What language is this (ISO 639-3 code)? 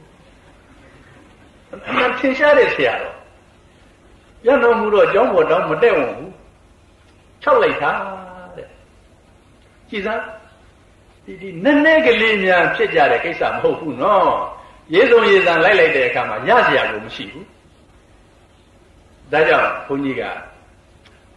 mya